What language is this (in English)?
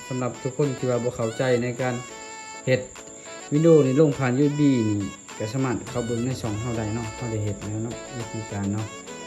Lao